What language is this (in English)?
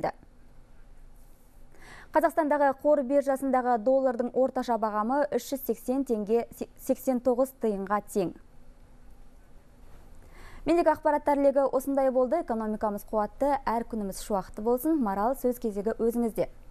Kazakh